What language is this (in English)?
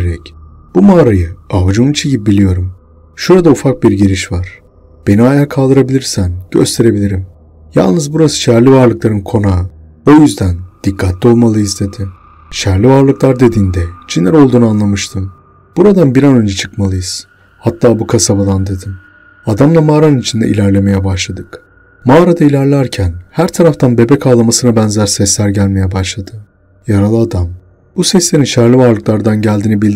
Turkish